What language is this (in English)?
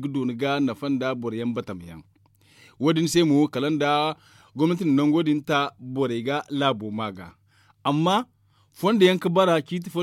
Zarma